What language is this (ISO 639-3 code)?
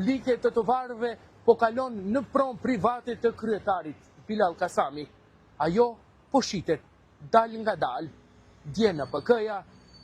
sqi